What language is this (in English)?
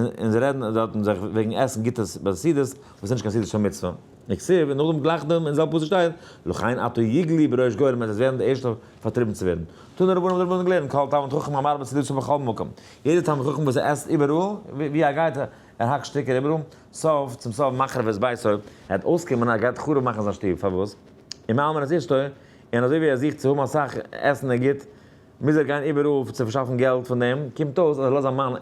Yiddish